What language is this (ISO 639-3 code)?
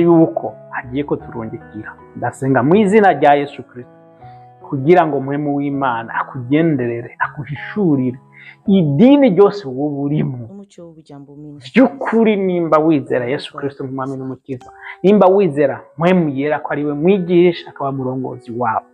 run